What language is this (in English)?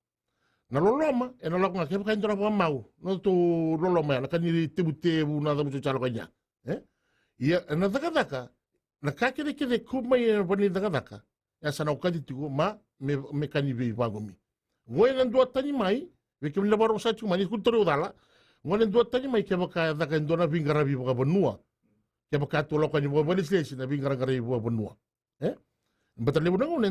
Fijian